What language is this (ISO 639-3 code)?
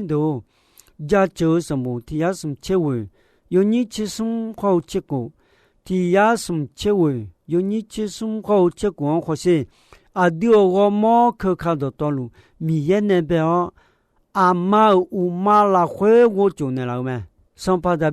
ahk